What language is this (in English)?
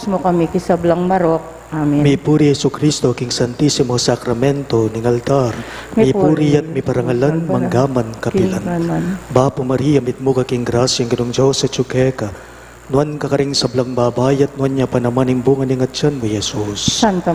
Pampanga